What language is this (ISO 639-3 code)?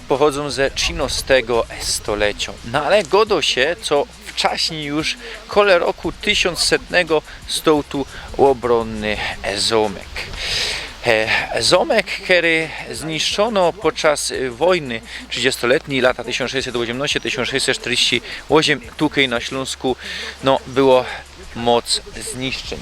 szl